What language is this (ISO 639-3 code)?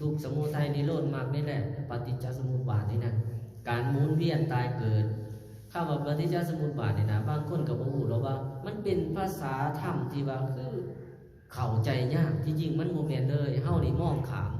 lao